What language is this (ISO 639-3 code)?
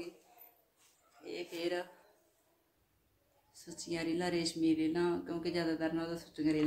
pan